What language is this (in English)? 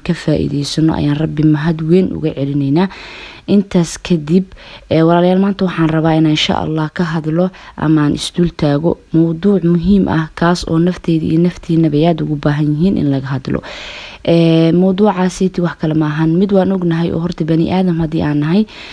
Somali